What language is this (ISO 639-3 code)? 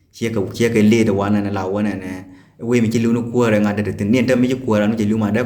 nus